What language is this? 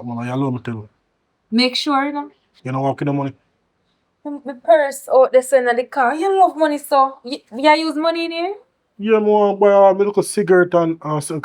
Jamaican Creole English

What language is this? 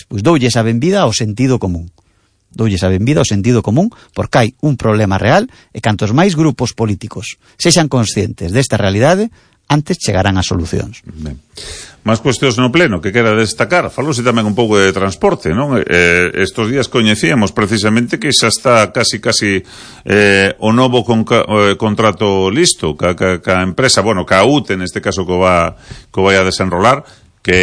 Galician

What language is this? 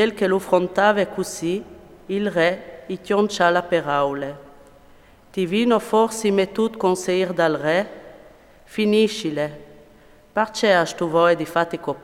Friulian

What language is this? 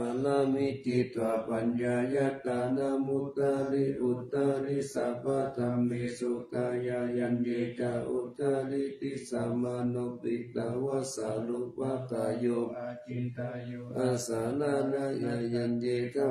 Pali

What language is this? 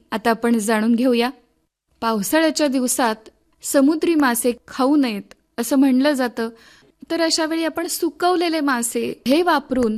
Marathi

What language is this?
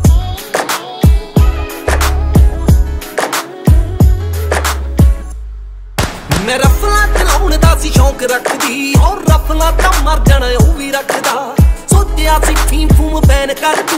Punjabi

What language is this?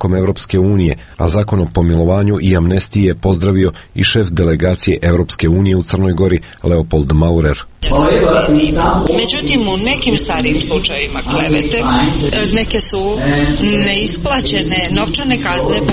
Croatian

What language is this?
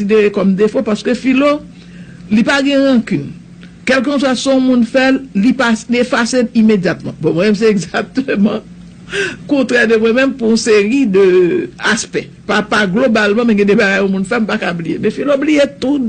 Haitian Creole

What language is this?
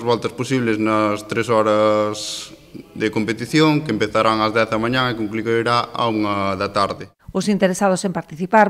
Galician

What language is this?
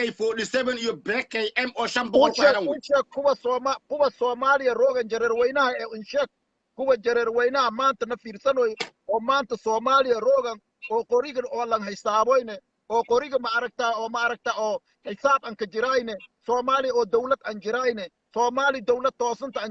Somali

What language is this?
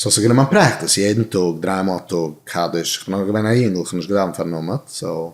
Yiddish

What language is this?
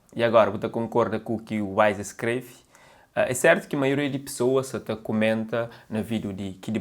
Kabuverdianu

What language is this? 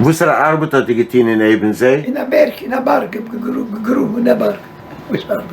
Yiddish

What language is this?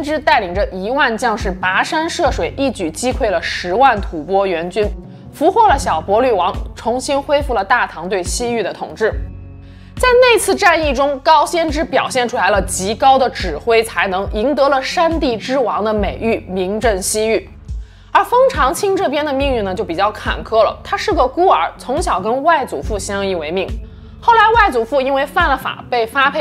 Chinese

